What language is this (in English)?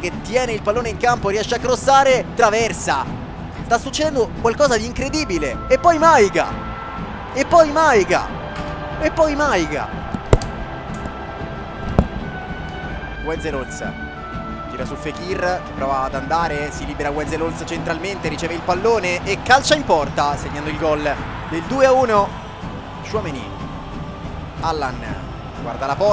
Italian